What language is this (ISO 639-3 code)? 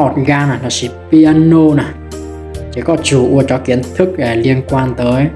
hmn